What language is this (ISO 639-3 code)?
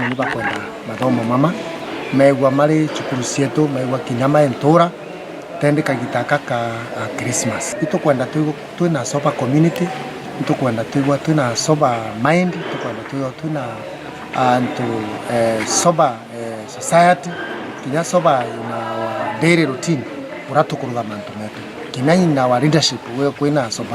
mer